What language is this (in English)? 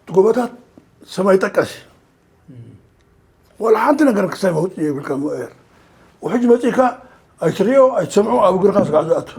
Tigrinya